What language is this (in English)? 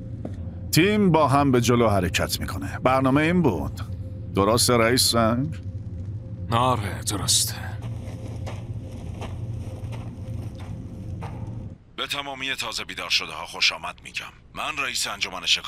Persian